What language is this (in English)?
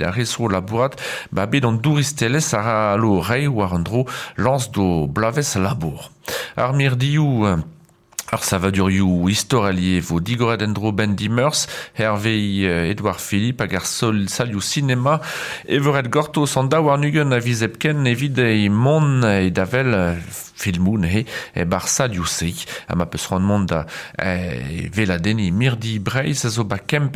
Breton